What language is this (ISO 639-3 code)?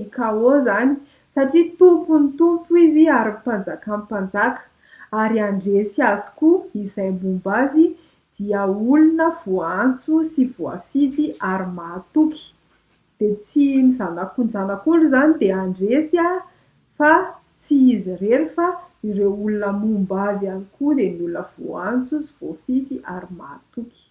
mlg